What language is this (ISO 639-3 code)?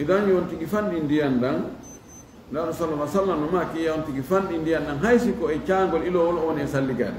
ful